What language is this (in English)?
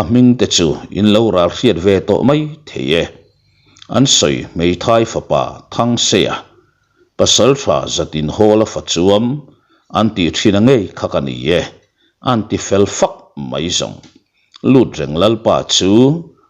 Mizo